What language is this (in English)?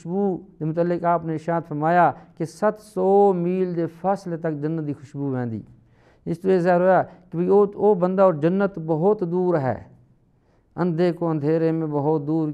Saraiki